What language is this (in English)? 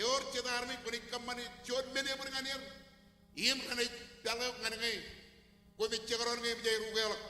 Marshallese